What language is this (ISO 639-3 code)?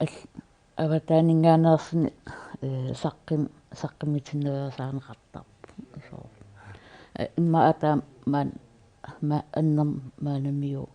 kal